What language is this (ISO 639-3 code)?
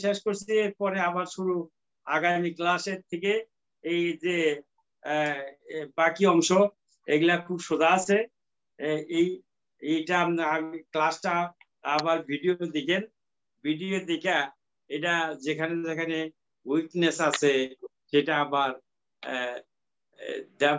ben